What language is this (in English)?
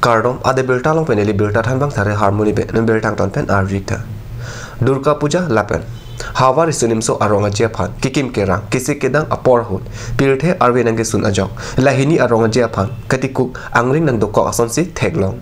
Karbi